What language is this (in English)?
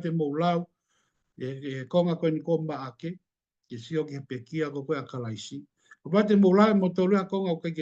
Tongan